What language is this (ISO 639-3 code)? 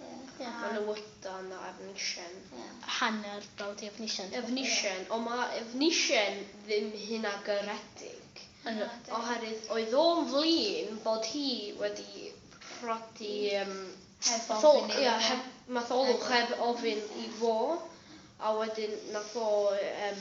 cym